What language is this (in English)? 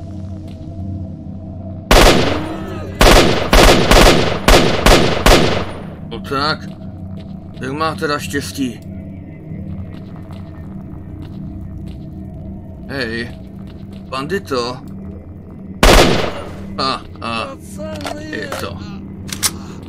Czech